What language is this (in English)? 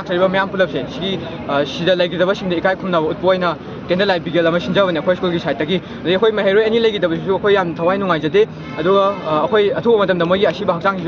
Manipuri